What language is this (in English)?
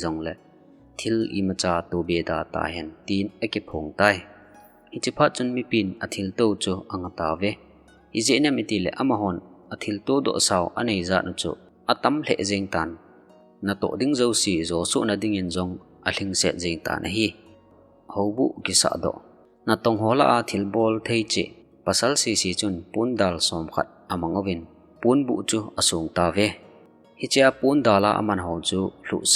Thado Chin